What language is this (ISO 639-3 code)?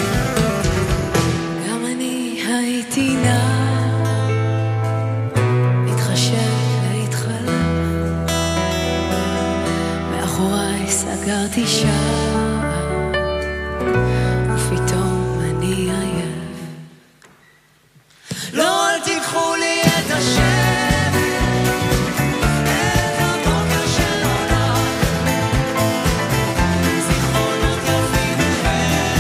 heb